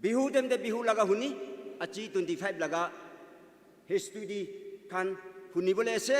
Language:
Naga Pidgin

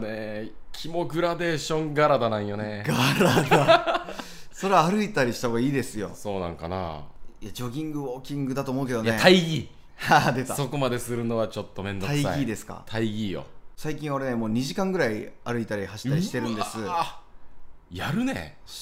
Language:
Japanese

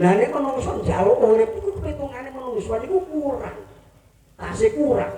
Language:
Javanese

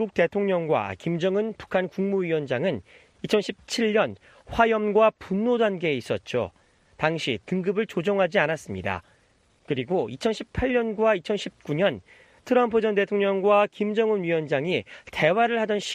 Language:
Korean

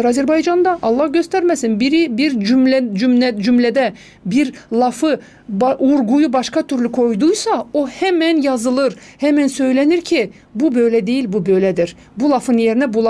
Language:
Gagauz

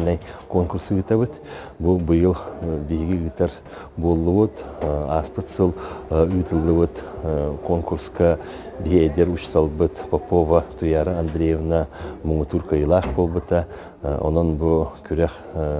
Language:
Yakut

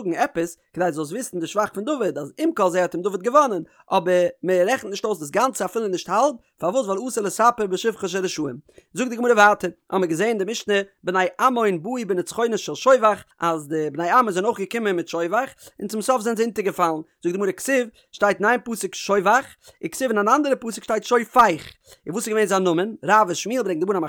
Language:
Yiddish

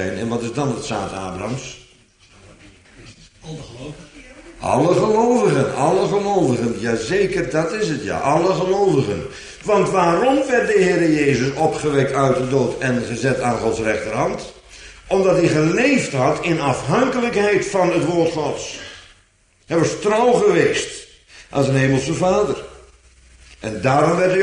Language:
Dutch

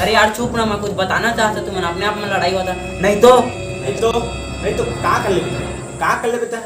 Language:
Chhattisgarhi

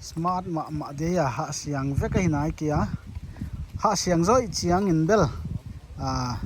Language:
Paite Chin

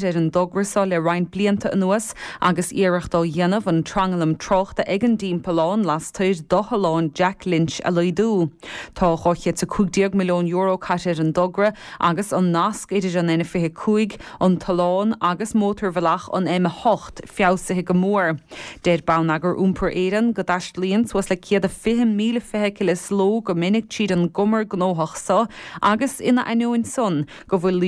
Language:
Irish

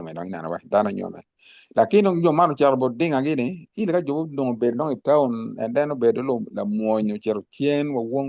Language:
Acoli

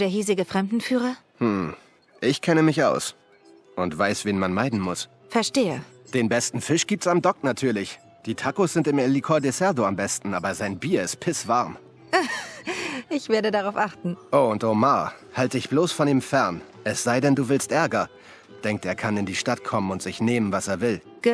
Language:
Swiss German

